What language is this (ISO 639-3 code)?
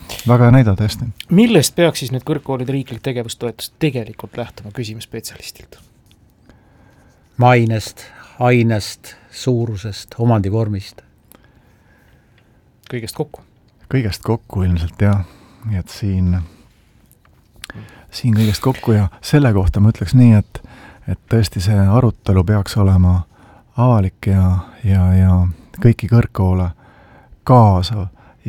est